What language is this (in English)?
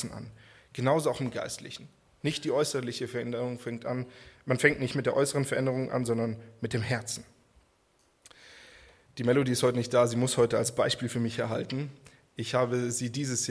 German